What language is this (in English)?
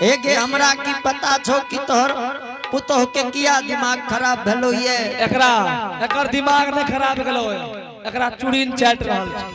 Angika